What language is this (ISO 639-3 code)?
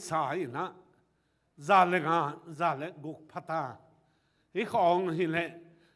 ctd